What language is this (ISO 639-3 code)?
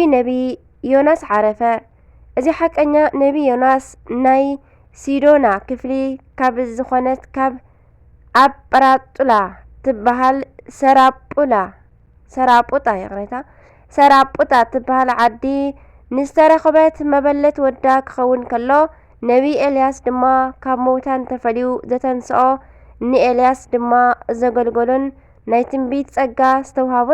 tir